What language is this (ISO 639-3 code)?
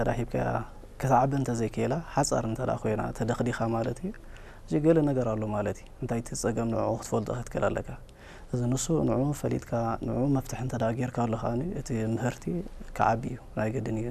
tir